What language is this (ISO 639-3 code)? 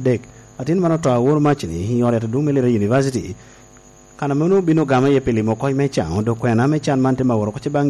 laj